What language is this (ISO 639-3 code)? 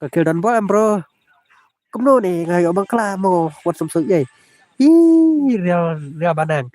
kha